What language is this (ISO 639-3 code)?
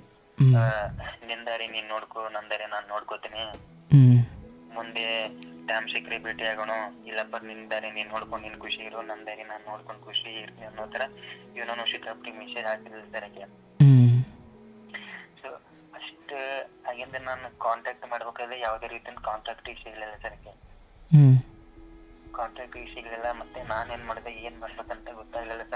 kan